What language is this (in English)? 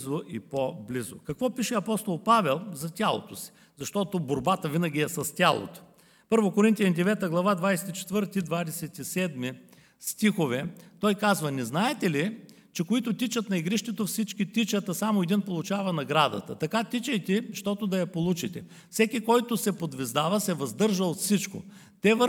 Bulgarian